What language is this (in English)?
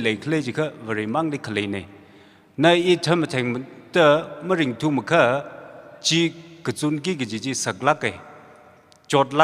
Tangkhul Naga (India)